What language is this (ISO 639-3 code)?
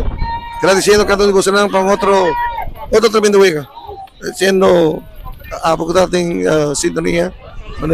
pap